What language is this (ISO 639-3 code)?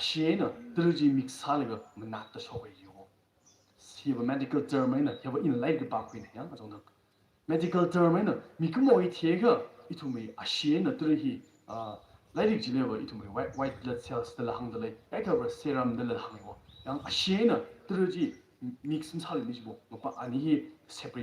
nmf